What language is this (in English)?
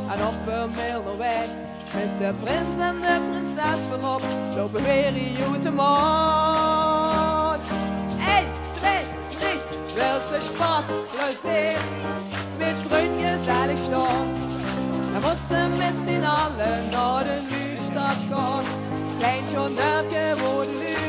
Limburgish